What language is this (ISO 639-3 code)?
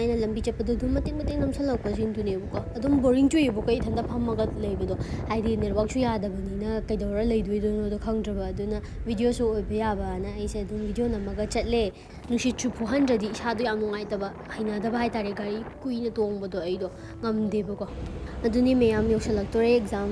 mni